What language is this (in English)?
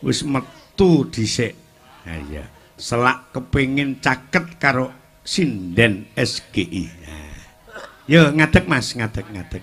Javanese